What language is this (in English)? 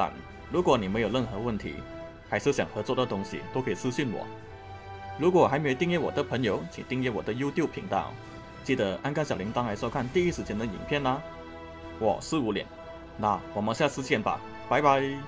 Chinese